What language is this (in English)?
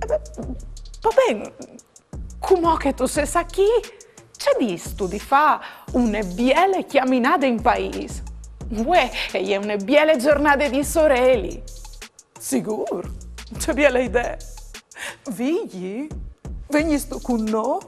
Friulian